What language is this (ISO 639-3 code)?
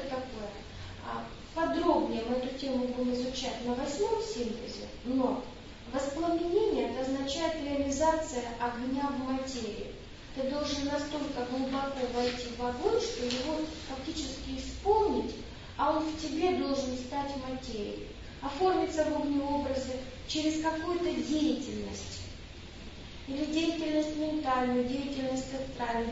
rus